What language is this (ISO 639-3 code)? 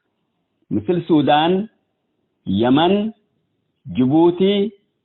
tig